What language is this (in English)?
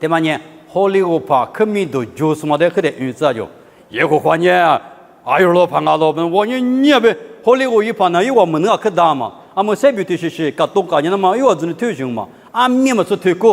Lisu